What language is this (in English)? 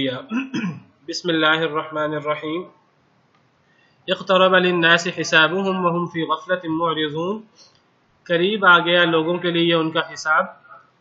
Urdu